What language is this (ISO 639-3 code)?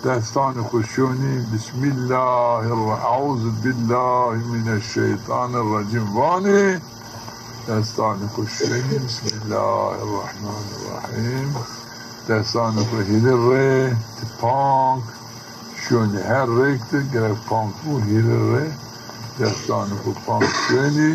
zza